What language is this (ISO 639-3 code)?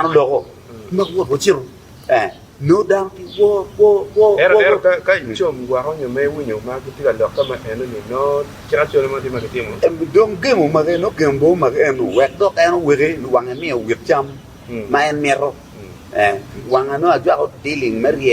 ach